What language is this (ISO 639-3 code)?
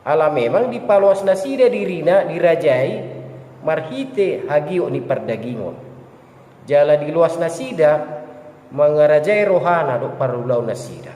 bbc